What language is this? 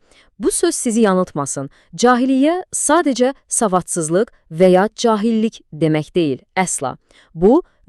Azerbaijani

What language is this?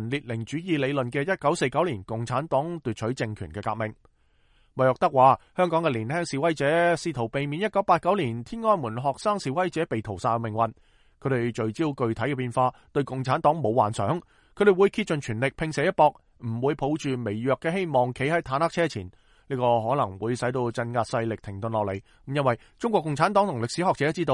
Cantonese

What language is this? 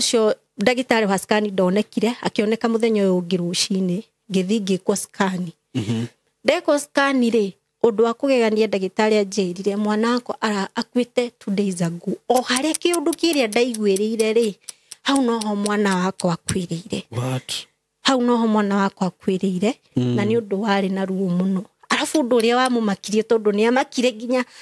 Kikuyu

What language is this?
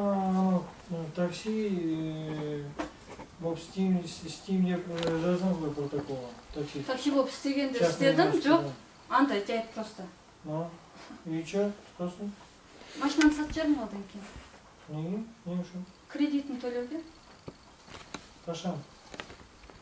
Kazakh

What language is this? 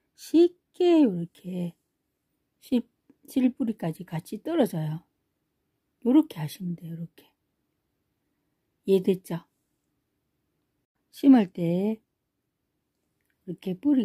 Korean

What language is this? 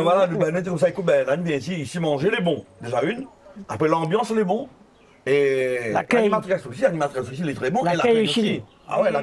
Réunion Creole French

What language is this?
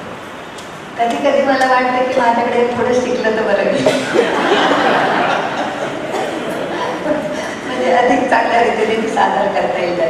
Marathi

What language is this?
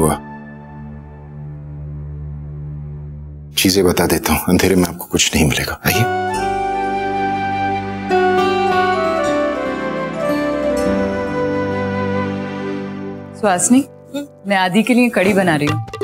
Hindi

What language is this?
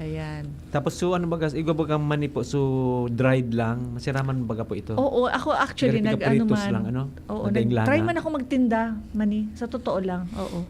Bikol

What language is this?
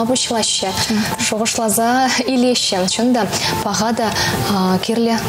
Chuvash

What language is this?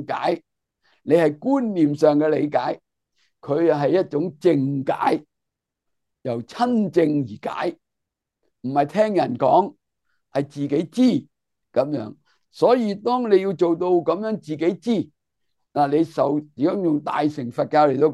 Cantonese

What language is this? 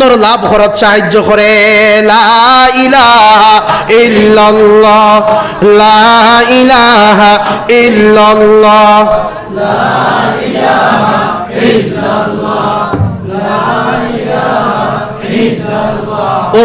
Sylheti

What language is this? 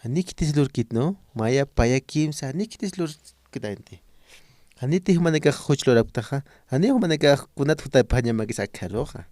Aymara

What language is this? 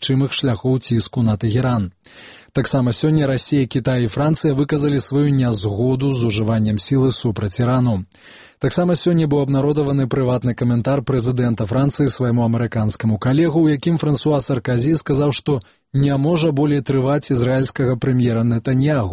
Belarusian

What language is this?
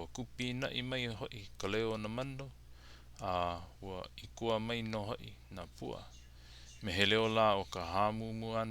Hawaiian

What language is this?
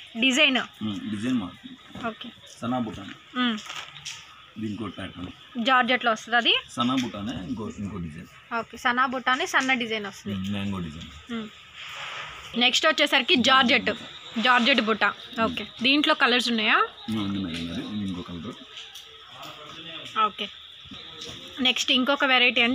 Telugu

